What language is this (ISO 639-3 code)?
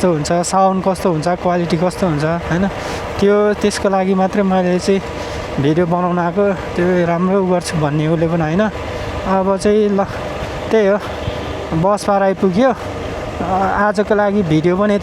nep